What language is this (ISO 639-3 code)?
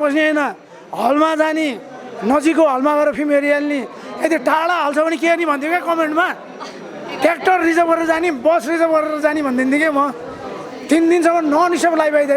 nep